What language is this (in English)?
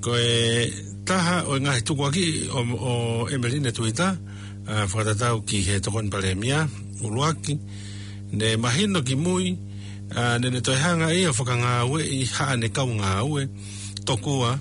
Tongan